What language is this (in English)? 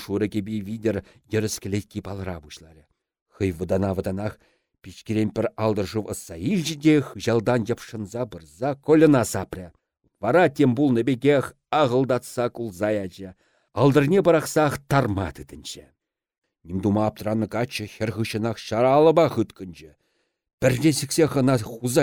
Chuvash